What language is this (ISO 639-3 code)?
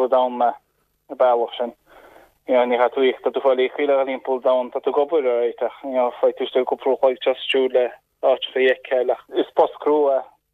gle